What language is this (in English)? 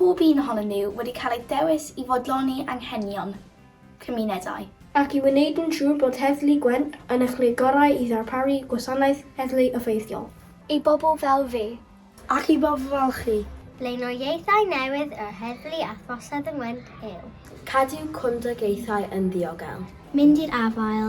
Welsh